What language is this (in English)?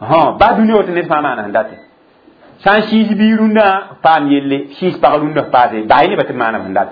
Mossi